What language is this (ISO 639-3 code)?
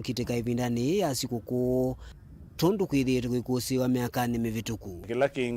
kam